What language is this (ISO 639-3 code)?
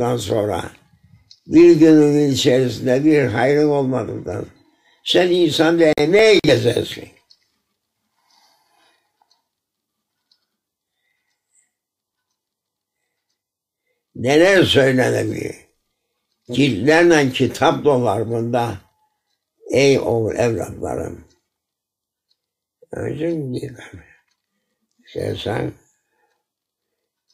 tur